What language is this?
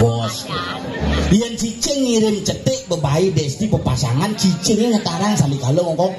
Balinese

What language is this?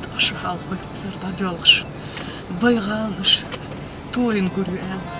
Chechen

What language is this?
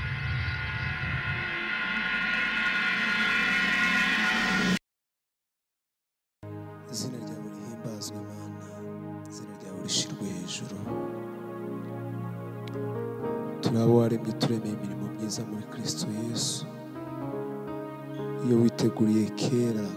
Kinyarwanda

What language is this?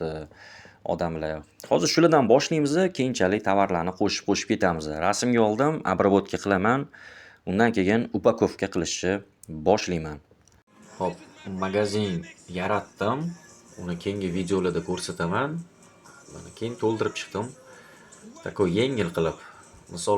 Uzbek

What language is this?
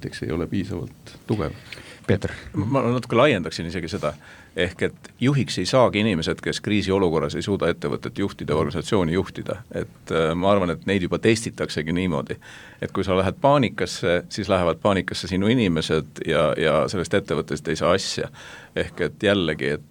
Estonian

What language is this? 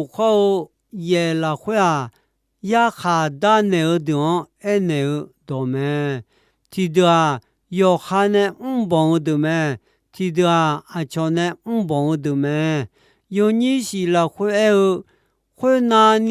Akha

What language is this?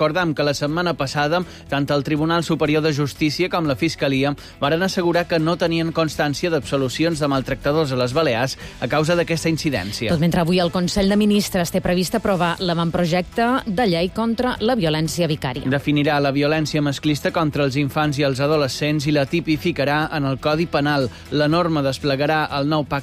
Catalan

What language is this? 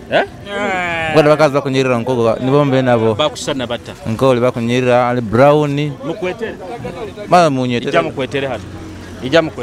Nyoro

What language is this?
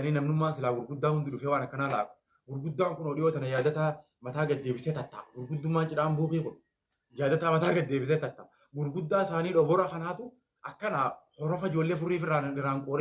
Oromo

